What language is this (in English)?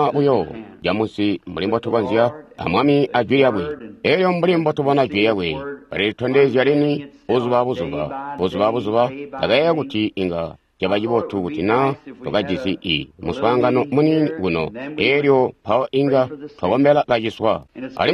Tonga (Zambia)